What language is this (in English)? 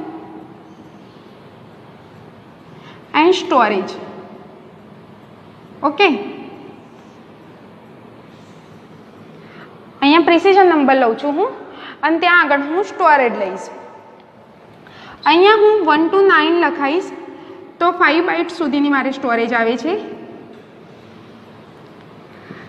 Gujarati